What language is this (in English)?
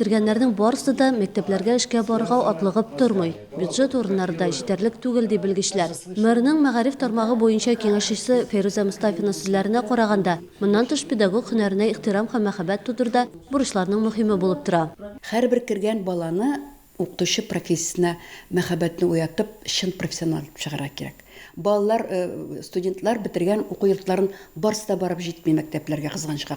Tatar